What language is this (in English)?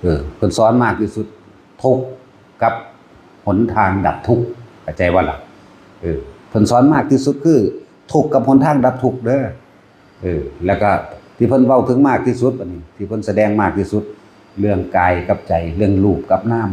Northeastern Thai